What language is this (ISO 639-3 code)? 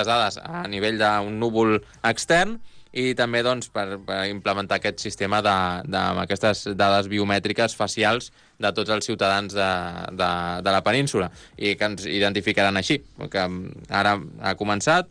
cat